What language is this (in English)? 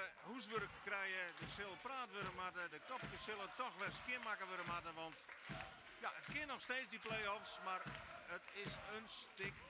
Western Frisian